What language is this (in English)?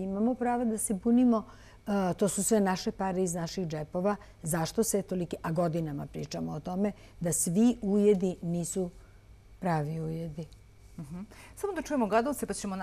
Serbian